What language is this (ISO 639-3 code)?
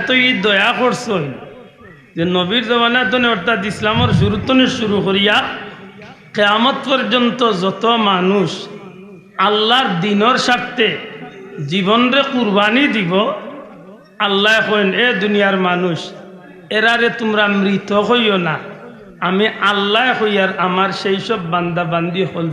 syl